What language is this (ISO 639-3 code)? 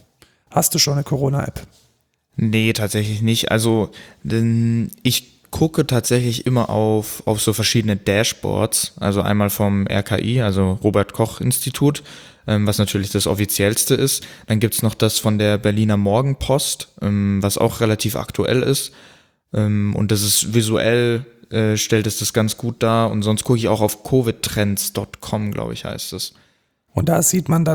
deu